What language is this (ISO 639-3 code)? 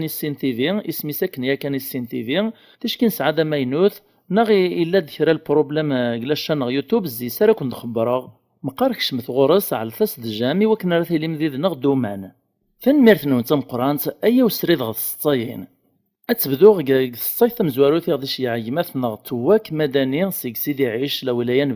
kab